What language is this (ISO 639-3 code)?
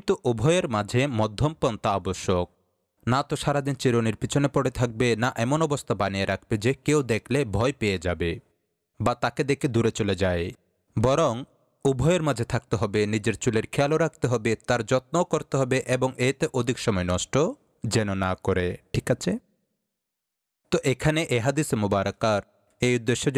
ben